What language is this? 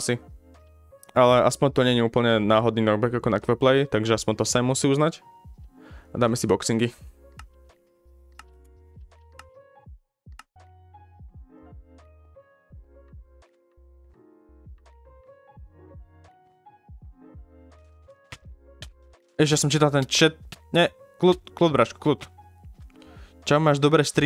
Slovak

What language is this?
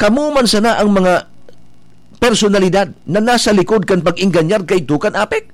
Bikol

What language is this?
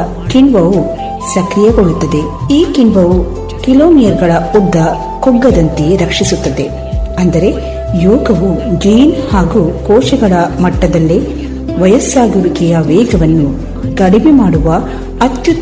Kannada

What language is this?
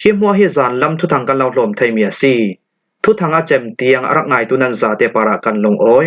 Falam Chin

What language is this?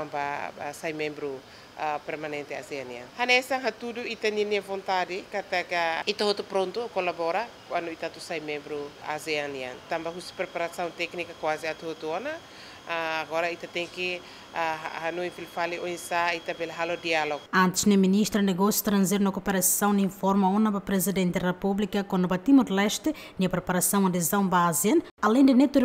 Tetum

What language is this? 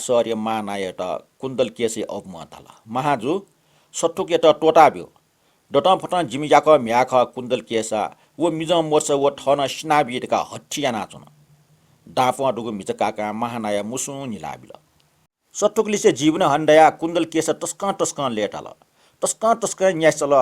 Newari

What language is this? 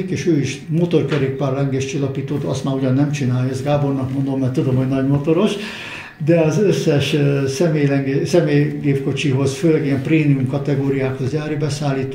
Hungarian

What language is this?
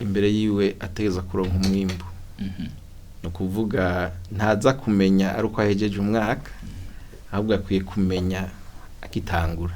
Rundi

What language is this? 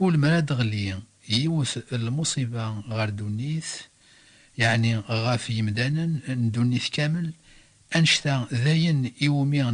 Kabyle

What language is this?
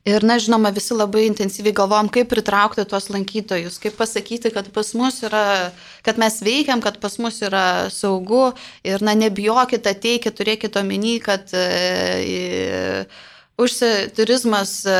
Lithuanian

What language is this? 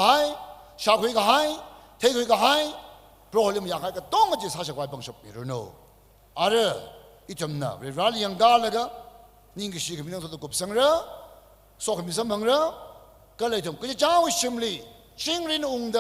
Tangkhul Naga (India)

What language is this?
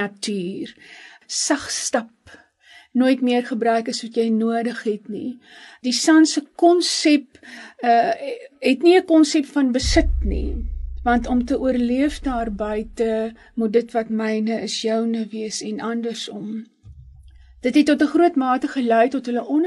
Afrikaans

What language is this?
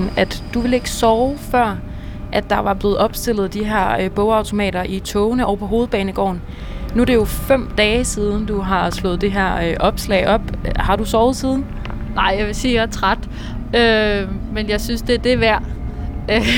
Danish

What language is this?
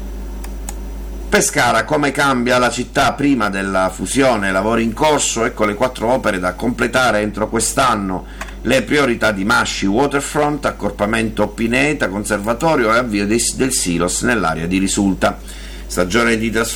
Italian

